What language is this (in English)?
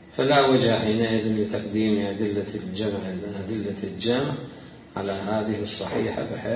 Mesopotamian Arabic